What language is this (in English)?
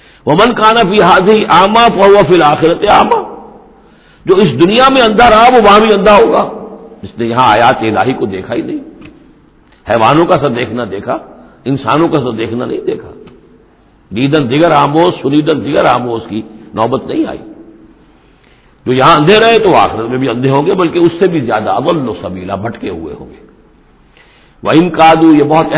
Urdu